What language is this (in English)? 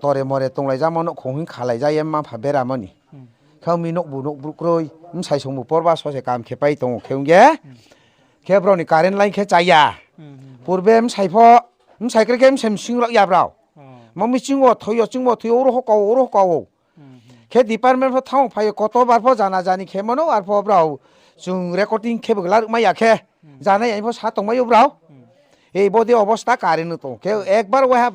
Riang (India)